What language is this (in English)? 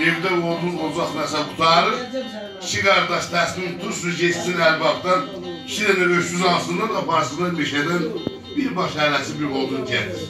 South Azerbaijani